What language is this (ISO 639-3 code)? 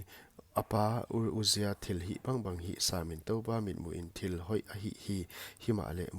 pck